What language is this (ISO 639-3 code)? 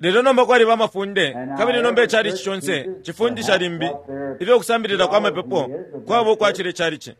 bem